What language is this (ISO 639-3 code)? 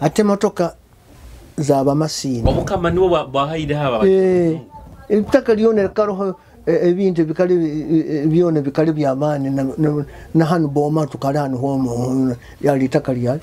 nyo